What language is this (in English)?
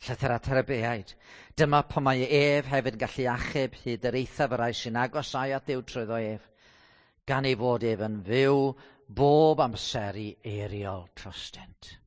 Welsh